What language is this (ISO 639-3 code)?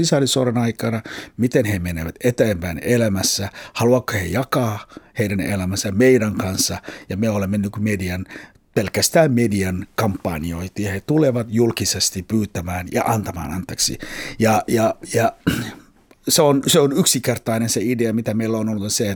fin